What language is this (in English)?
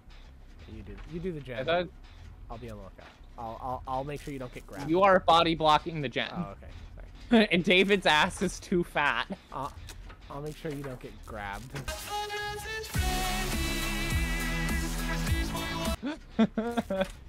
English